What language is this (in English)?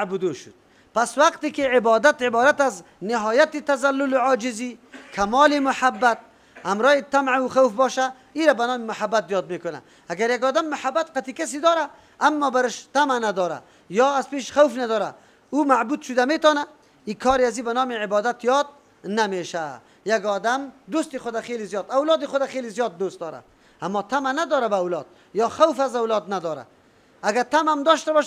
Persian